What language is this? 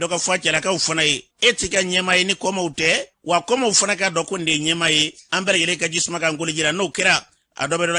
Bambara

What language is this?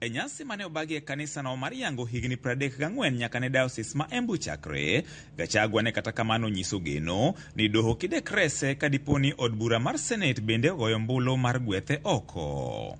Luo (Kenya and Tanzania)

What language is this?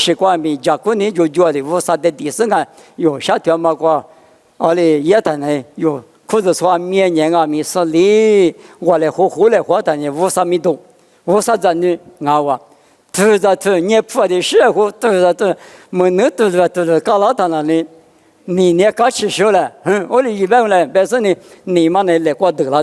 Lisu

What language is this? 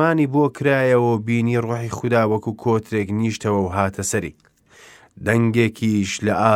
Central Kurdish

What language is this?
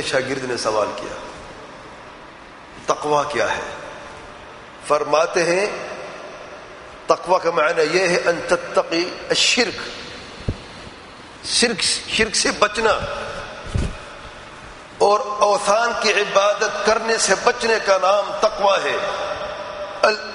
Urdu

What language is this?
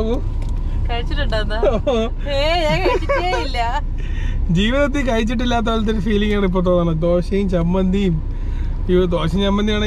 Malayalam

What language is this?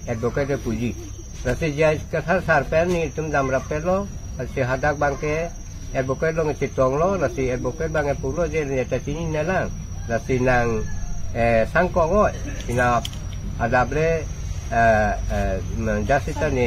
Karbi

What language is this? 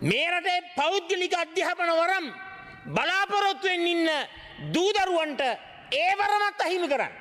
Sinhala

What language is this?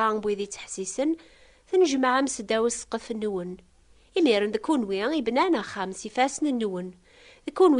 Kabyle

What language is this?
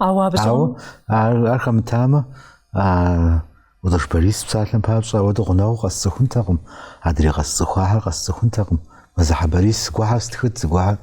Kabardian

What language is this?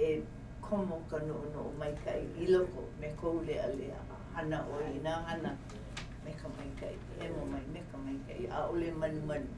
Hawaiian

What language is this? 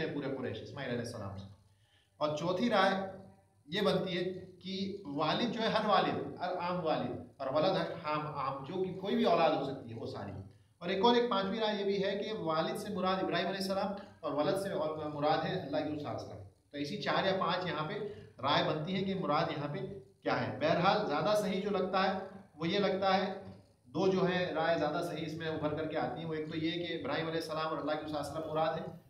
Urdu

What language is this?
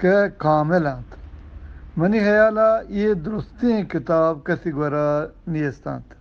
Eastern Balochi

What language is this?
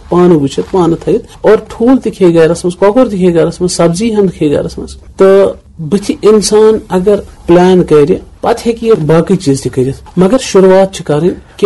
Kashmiri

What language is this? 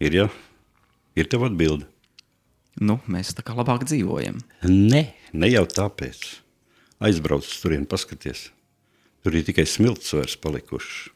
Latvian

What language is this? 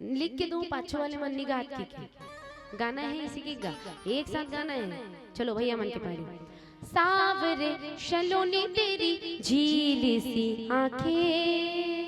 Chhattisgarhi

